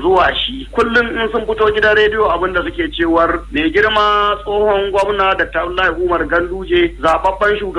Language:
Hausa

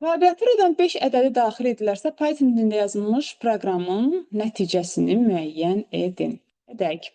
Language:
Azerbaijani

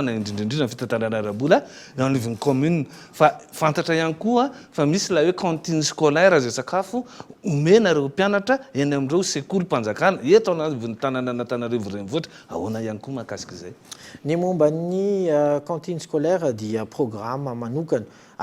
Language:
Malagasy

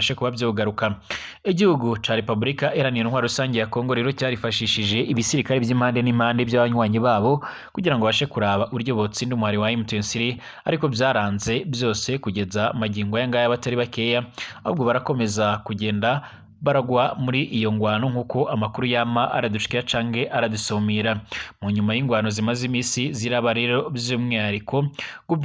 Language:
Rundi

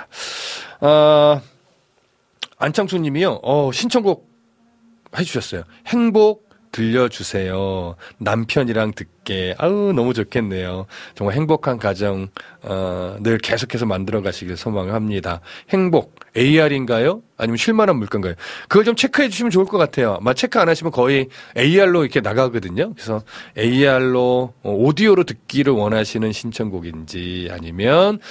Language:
Korean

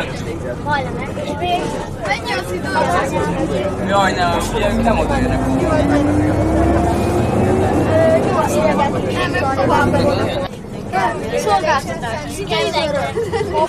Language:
Hungarian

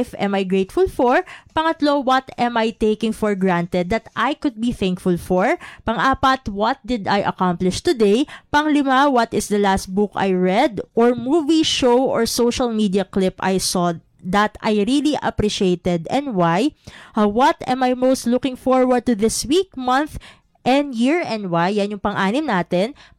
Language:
Filipino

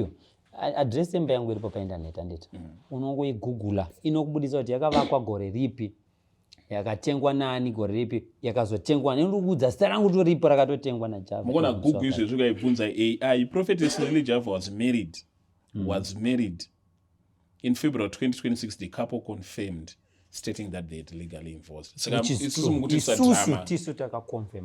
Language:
Shona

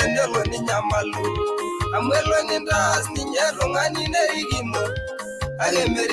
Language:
Masai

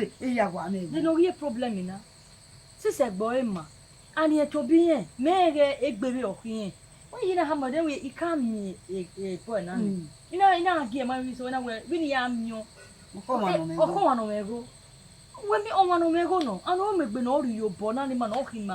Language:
Bini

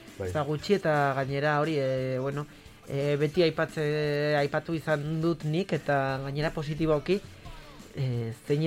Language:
Basque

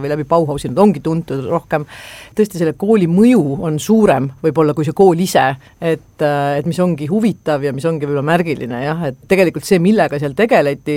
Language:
Estonian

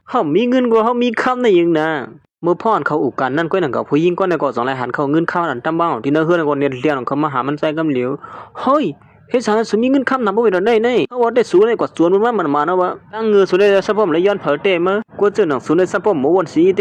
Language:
Shan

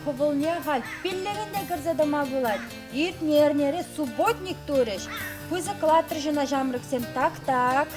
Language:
Chuvash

